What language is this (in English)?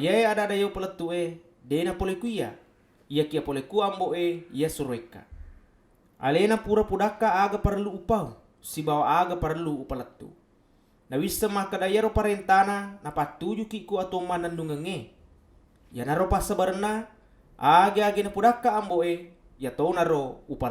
Buginese